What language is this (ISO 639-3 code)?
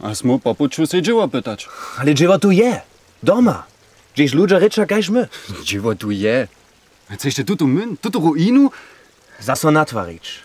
hsb